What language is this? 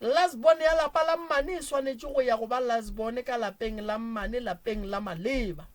Northern Sotho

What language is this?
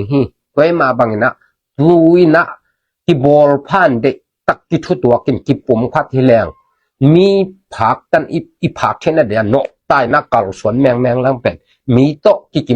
Tedim Chin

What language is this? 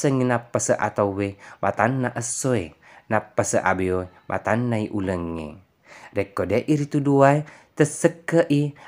Buginese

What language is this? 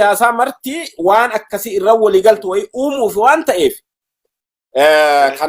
Oromo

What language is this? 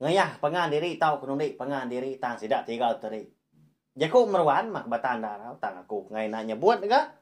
Iban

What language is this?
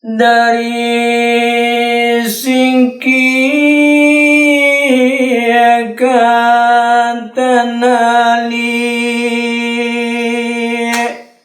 Minangkabau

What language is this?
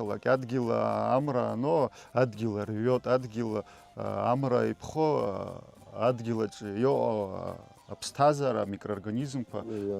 Abkhazian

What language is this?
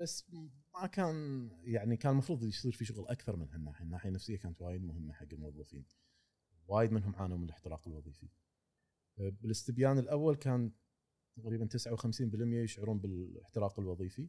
Gulf Arabic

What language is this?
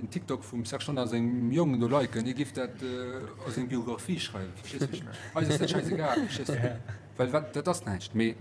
Luxembourgish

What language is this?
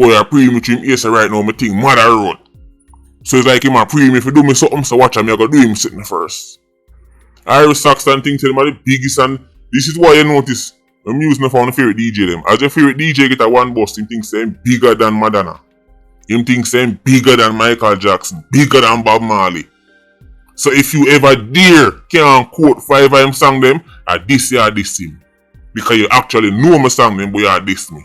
Jamaican Creole English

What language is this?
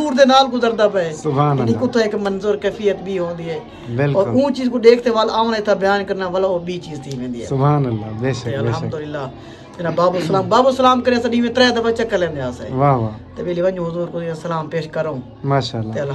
Saraiki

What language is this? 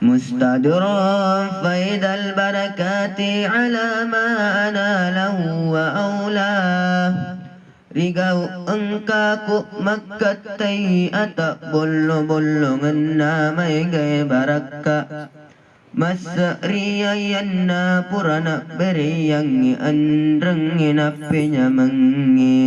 Buginese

